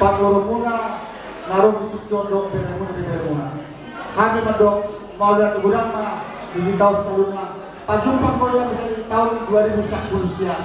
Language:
Batak Toba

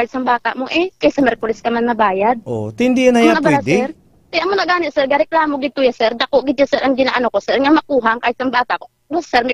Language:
Hiligaynon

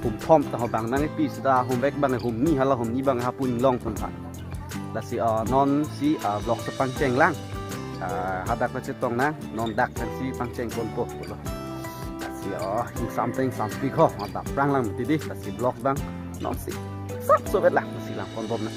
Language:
Karbi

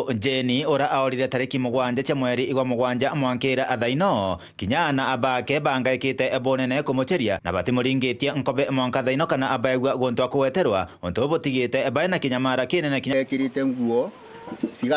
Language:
Meru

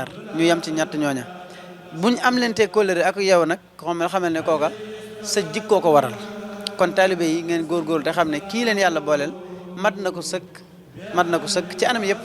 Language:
Wolof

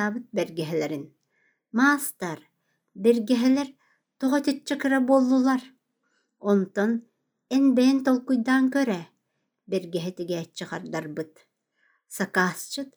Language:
Yakut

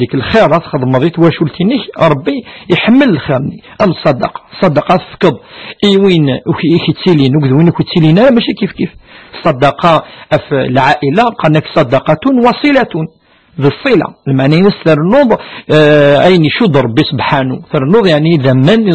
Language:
Kabyle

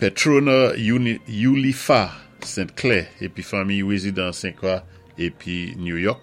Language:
Saint Lucian Creole French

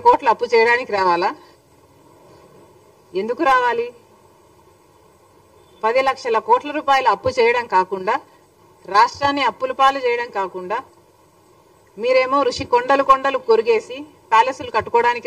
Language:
Telugu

